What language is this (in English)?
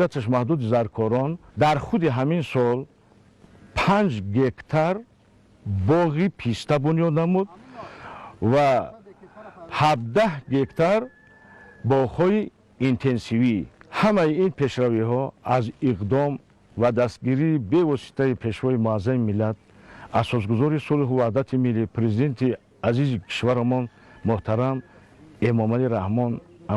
Tajik